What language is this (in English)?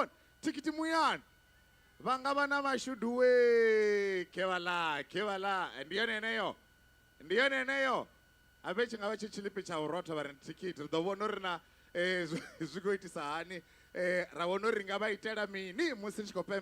Venda